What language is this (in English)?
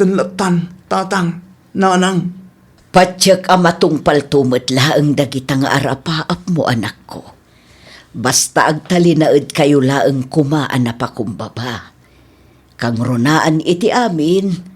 Iloko